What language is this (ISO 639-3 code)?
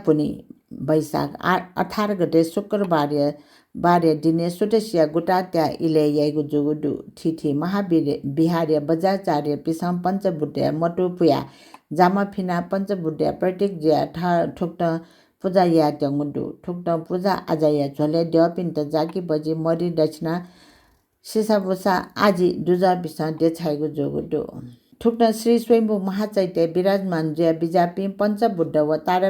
new